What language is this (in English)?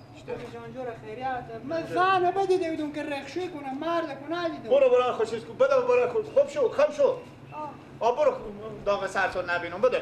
Persian